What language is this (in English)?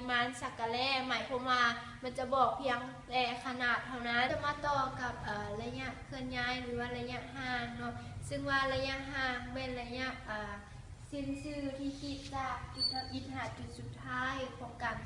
Lao